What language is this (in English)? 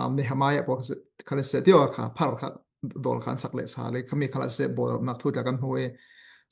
Falam Chin